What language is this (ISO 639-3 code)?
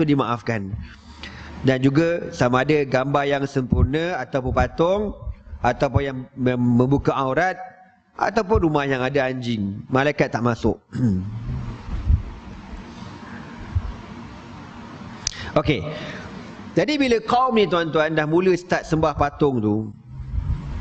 msa